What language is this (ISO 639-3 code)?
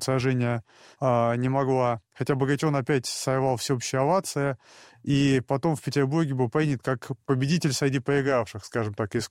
rus